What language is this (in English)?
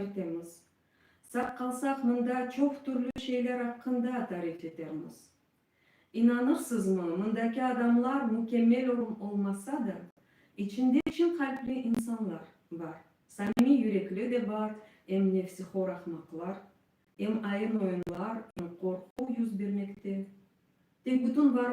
Crimean Tatar